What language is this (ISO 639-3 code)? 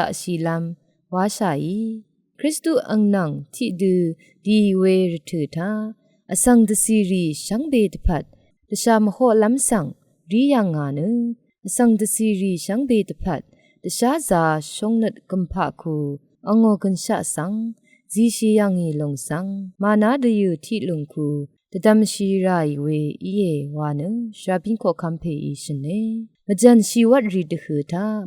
raw